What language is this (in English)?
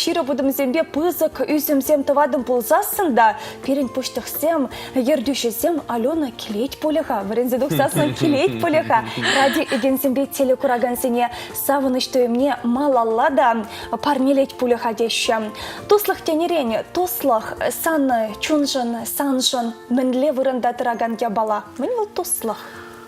Chuvash